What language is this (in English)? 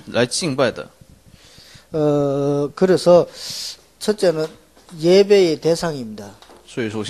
Korean